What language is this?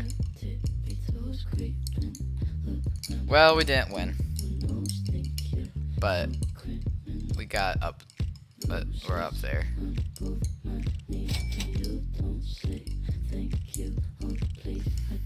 English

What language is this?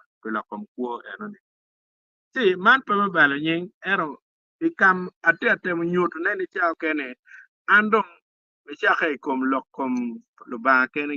Acoli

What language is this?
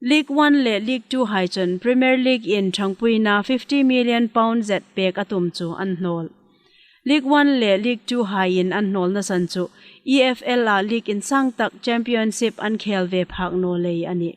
Hmar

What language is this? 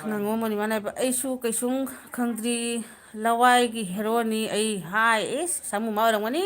Manipuri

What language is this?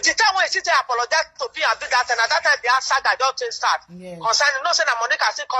Nigerian Pidgin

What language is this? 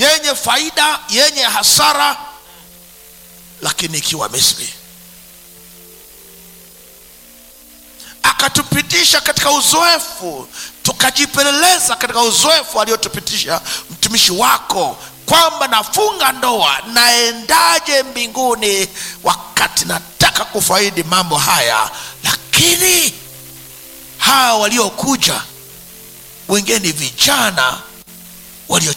Swahili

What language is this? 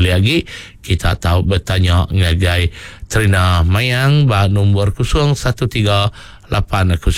Iban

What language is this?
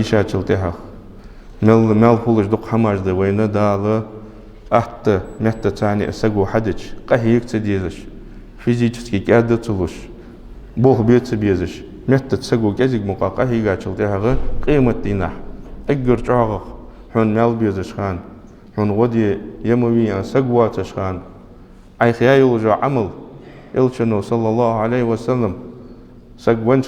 Ingush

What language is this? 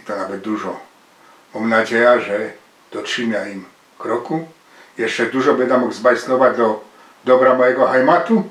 Silesian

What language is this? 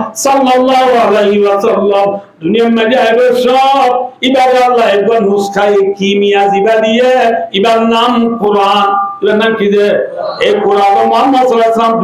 Rohingya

